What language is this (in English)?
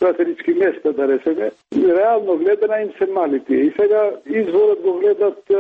Macedonian